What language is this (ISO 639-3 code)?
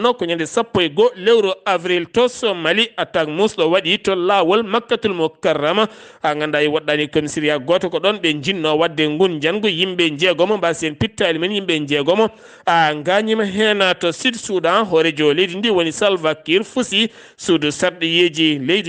ful